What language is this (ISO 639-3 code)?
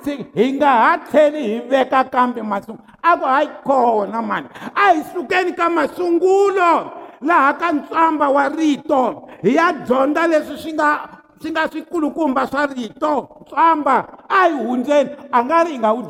tso